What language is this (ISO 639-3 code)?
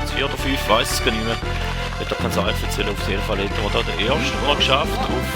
gsw